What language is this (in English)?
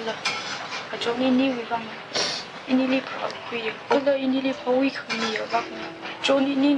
Tangkhul Naga (India)